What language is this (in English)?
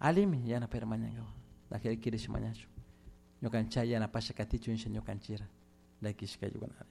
Chimborazo Highland Quichua